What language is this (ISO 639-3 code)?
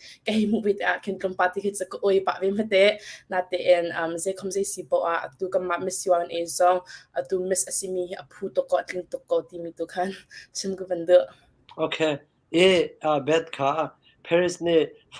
cnh